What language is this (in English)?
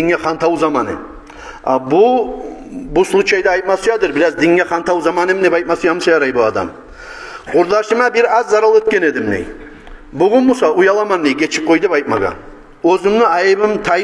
Kumyk